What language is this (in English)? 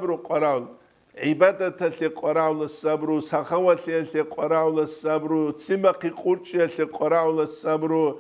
Avaric